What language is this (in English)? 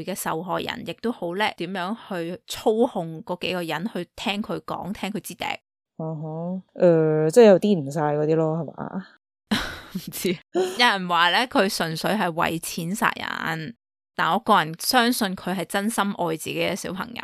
Cantonese